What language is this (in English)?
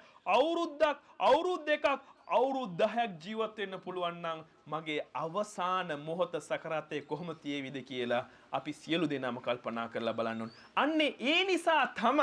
Sinhala